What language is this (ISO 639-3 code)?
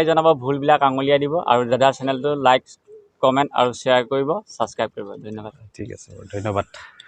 asm